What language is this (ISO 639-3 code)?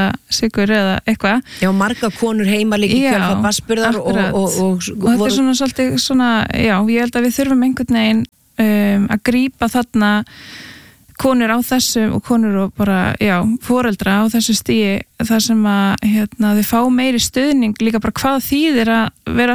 isl